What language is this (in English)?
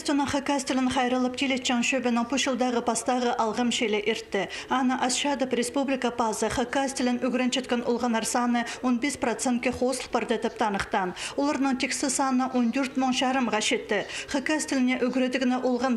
Khakas